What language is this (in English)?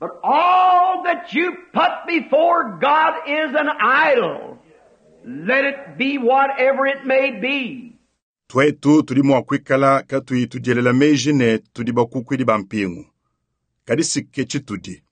Luba-Lulua